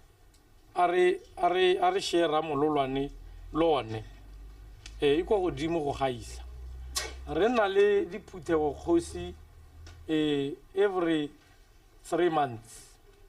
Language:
Tswana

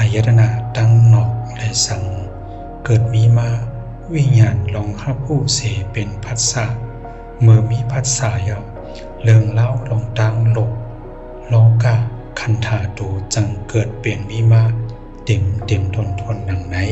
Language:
Shan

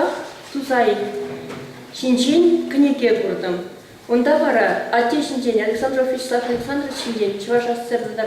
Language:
Chuvash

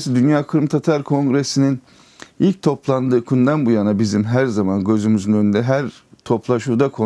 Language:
Crimean Tatar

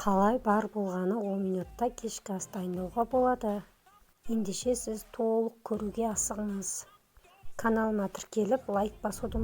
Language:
Kazakh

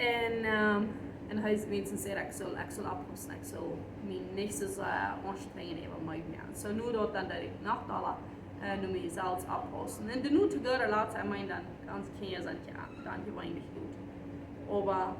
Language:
Plautdietsch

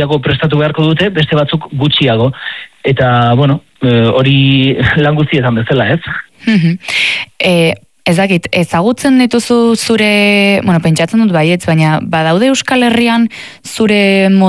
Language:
Basque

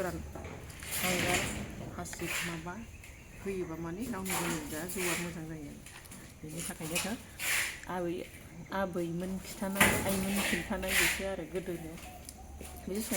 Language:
Bodo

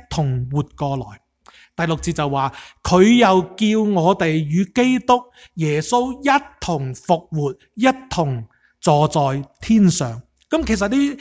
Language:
Cantonese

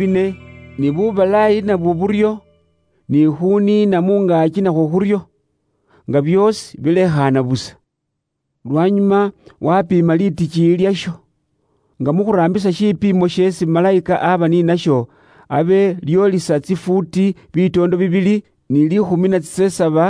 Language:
Luyia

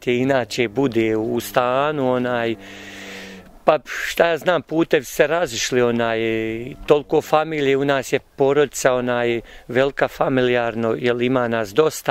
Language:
Bosnian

